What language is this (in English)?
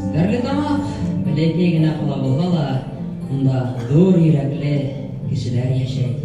Bashkir